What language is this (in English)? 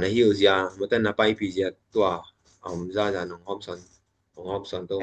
Tedim Chin